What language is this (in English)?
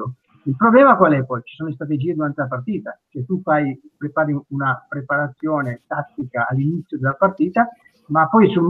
Italian